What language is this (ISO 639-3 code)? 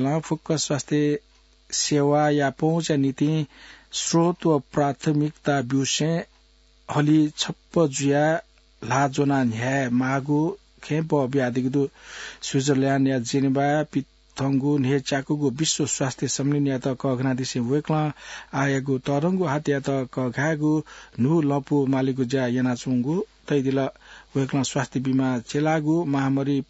new